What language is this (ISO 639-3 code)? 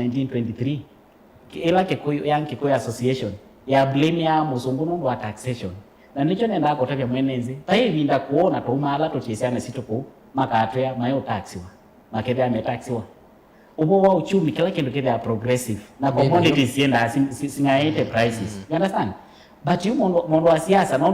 kam